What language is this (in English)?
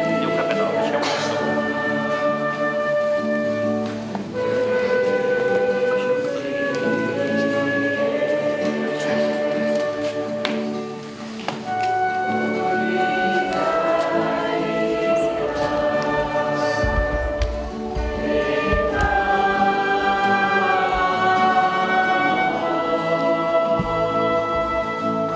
Catalan